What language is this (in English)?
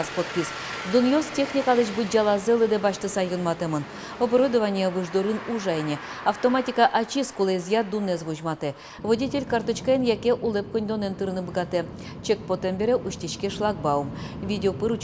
Udmurt